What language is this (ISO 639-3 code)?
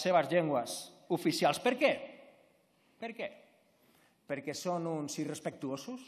cat